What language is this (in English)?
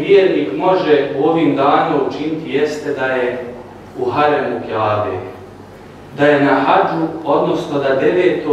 Bosnian